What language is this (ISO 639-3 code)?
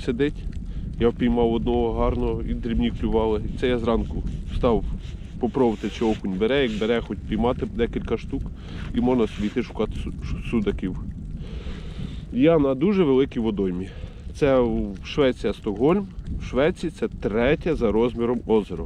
ukr